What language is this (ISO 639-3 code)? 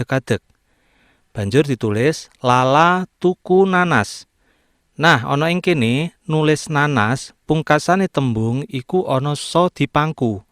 jav